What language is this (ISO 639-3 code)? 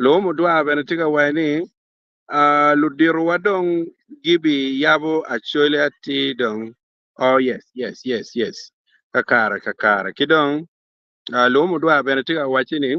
ach